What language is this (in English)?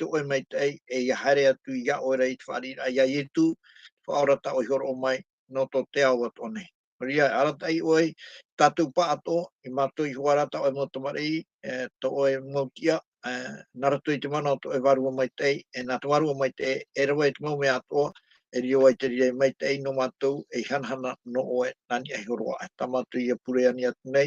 Tahitian